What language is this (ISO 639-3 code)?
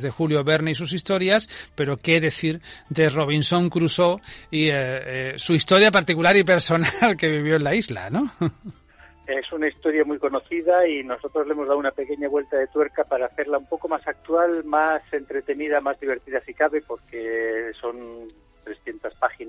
spa